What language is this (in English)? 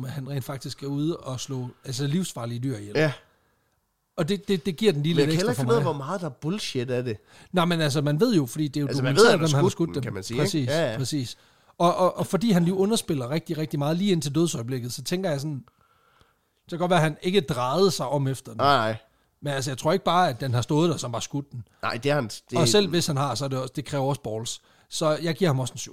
Danish